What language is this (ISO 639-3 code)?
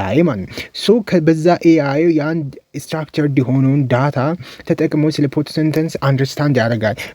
amh